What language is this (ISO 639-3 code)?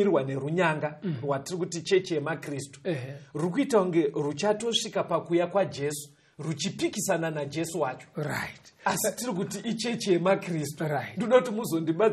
sna